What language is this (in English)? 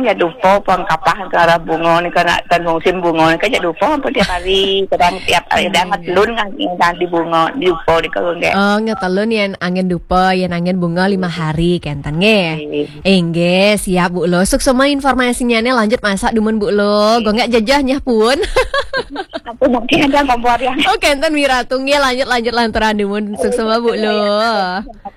Balinese